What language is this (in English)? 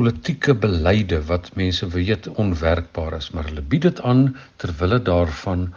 Afrikaans